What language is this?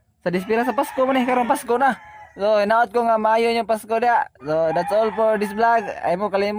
Cebuano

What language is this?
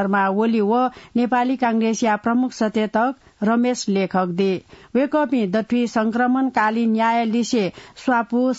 Newari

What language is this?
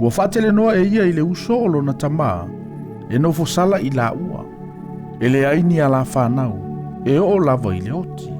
Samoan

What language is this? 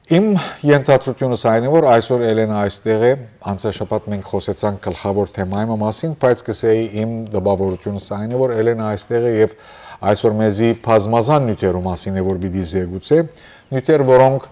Western Armenian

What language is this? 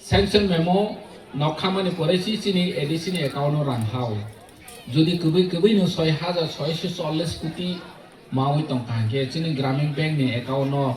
Kok Borok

